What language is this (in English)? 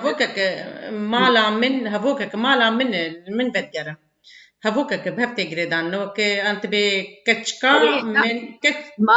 Kurdish